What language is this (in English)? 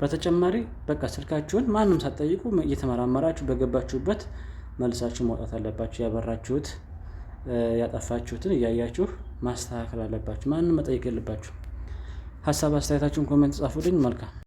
Amharic